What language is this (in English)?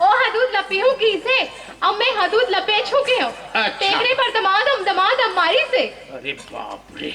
Chhattisgarhi